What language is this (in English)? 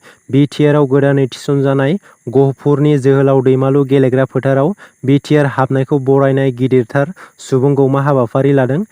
Bodo